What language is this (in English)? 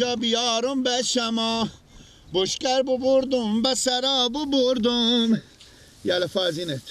Persian